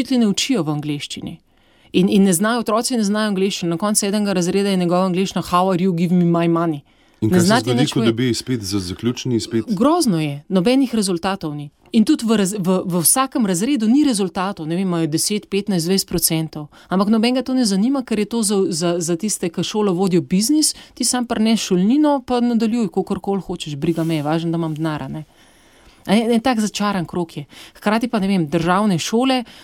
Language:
Slovenian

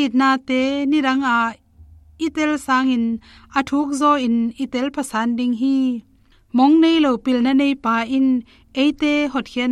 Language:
Tedim Chin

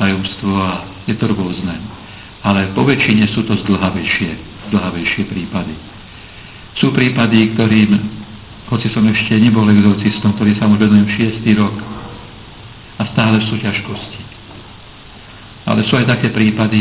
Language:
Slovak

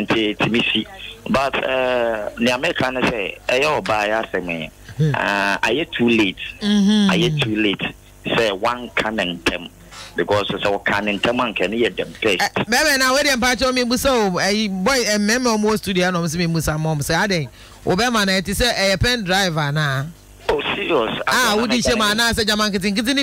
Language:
Akan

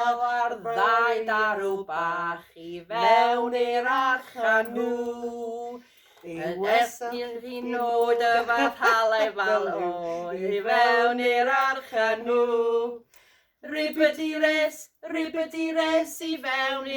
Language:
Welsh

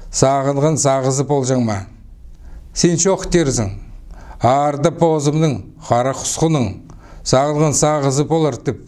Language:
Khakas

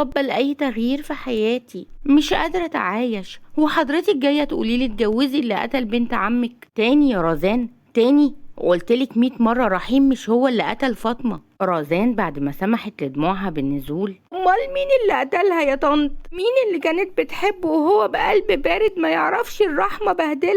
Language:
Egyptian Arabic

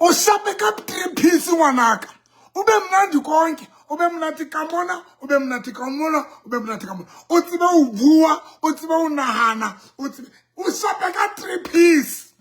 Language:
Southern Sotho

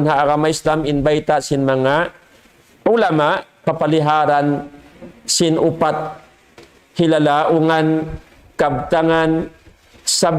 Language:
Tausug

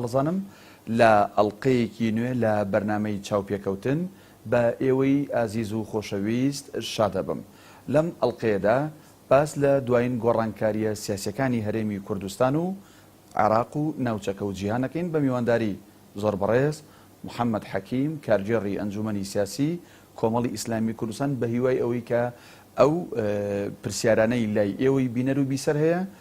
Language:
Central Kurdish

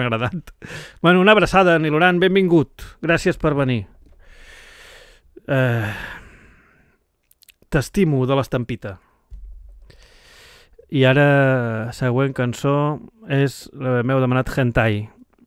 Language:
Catalan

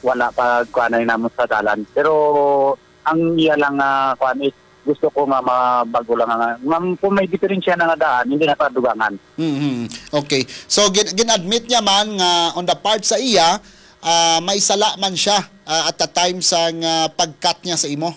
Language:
Hiligaynon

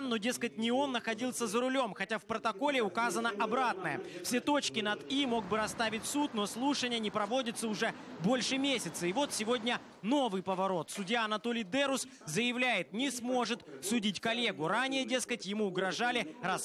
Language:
Russian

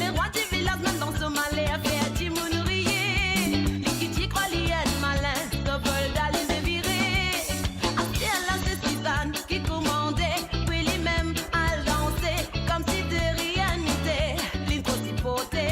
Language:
Morisyen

